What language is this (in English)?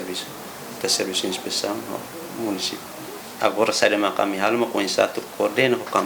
Tetum